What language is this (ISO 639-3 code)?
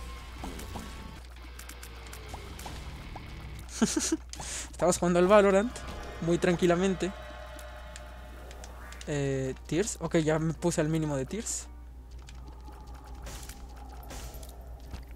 spa